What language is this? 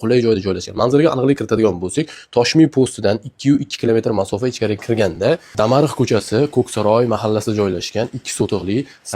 Uzbek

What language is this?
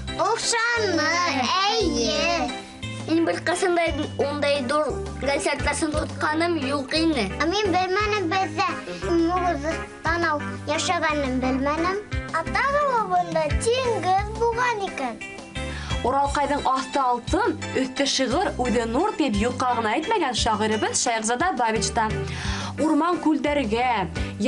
Bashkir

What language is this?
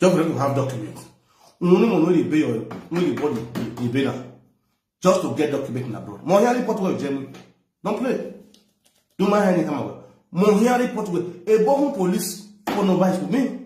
Nigerian Pidgin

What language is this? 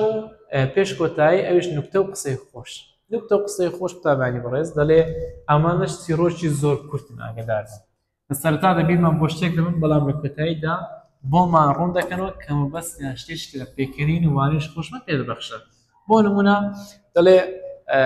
Central Kurdish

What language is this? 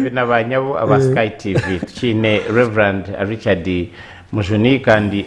Nyankole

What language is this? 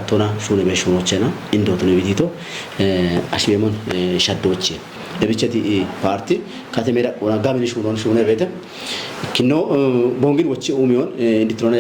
Kafa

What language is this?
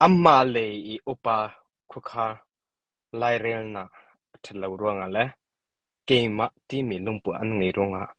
Hakha Chin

